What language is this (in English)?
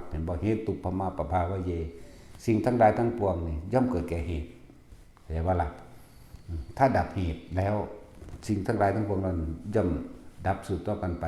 Lao